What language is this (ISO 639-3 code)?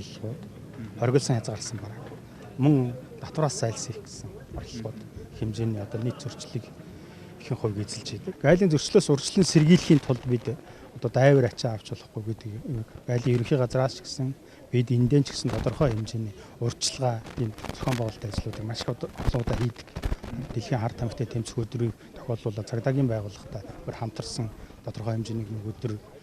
mon